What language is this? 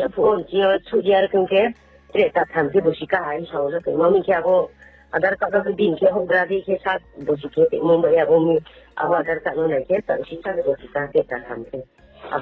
Riang (India)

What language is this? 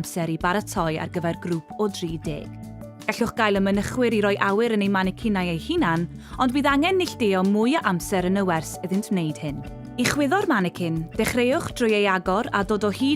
Welsh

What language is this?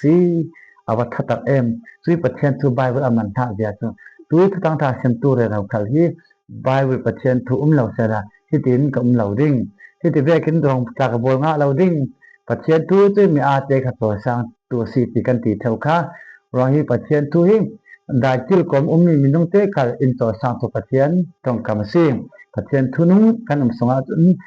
Falam Chin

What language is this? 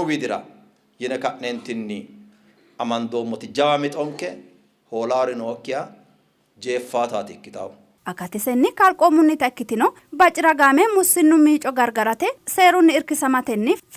Sidamo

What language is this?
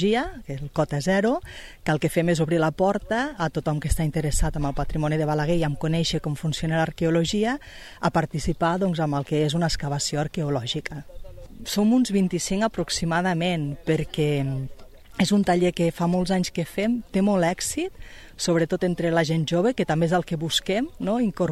Catalan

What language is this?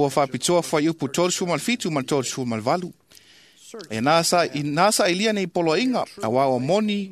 Samoan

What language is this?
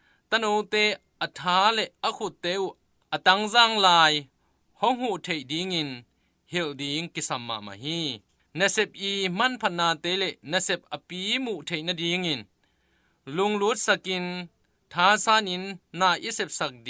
Tedim Chin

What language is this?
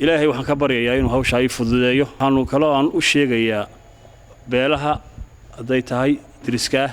Somali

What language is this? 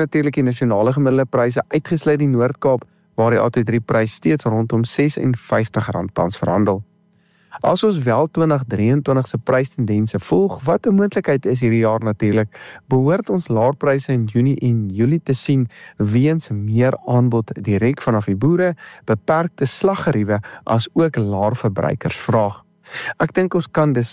Afrikaans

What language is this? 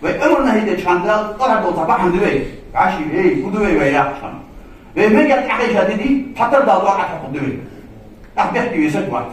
Ingush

